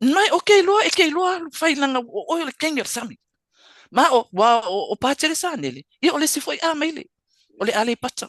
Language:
Samoan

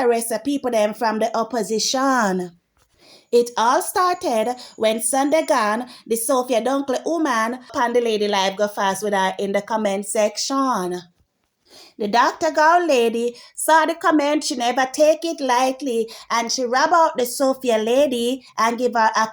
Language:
Jamaican Creole English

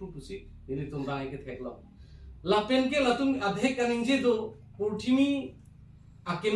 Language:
Karbi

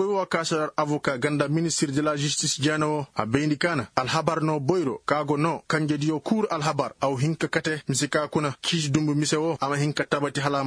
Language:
Koyraboro Senni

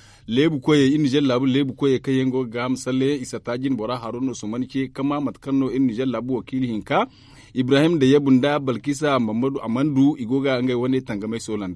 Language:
Zarma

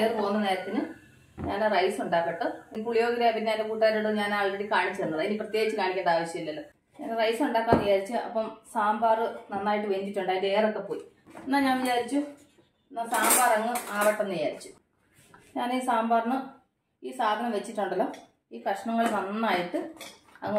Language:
Malayalam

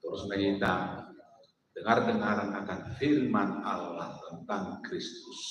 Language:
Batak Toba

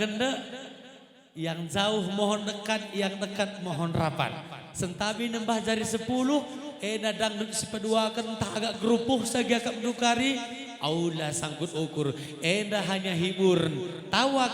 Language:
Batak Karo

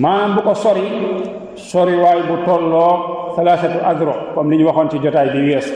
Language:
Wolof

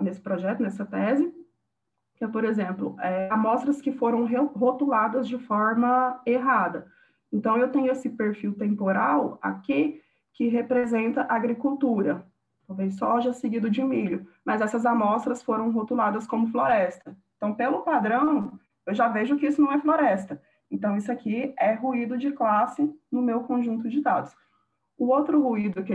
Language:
Portuguese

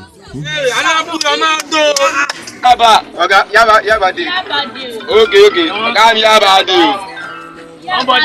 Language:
Nigerian Pidgin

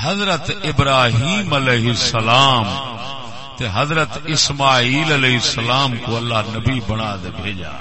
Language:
Saraiki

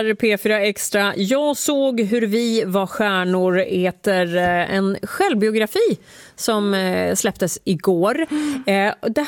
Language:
Swedish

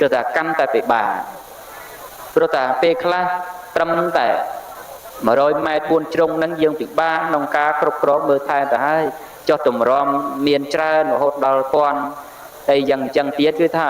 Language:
Khmer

